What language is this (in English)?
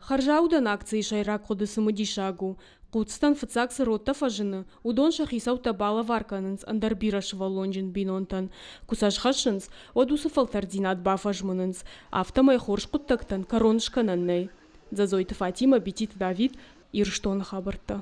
Ossetic